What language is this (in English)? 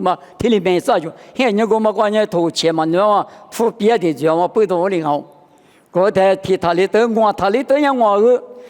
Lisu